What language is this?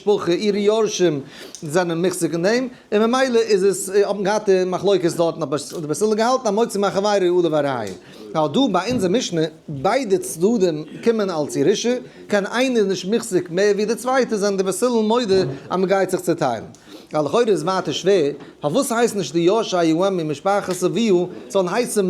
Yiddish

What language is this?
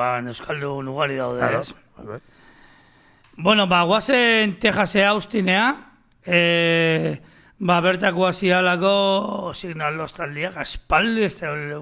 Basque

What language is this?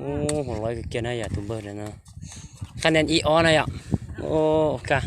Hmong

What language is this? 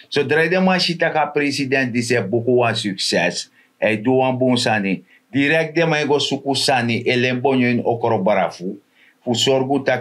Sranan Tongo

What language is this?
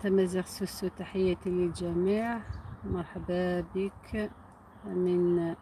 Algerian Arabic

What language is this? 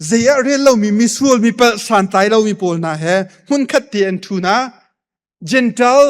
Hakha Chin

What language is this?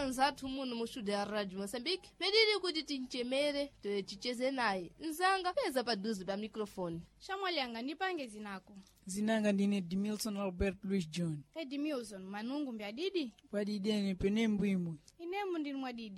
Sena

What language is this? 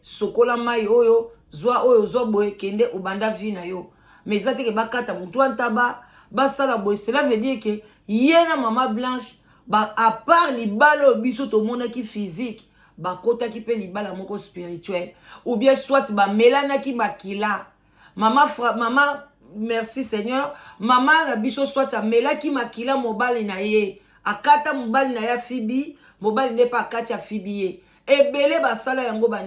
Lingala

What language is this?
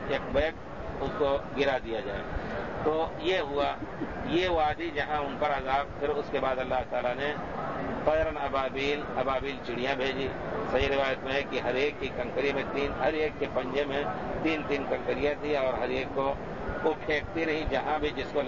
Urdu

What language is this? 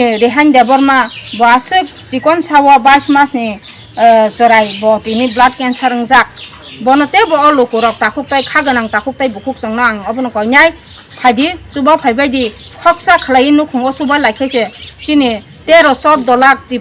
Kok Borok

